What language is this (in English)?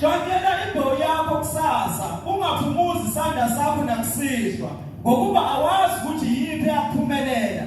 Zulu